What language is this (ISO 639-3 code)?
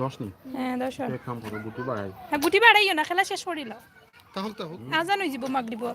syl